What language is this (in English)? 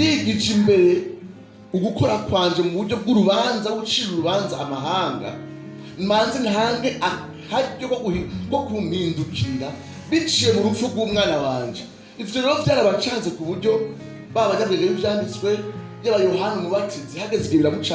Rundi